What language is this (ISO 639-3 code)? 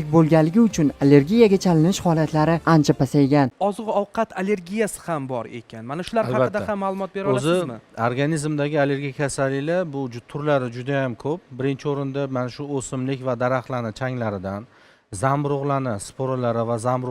uzb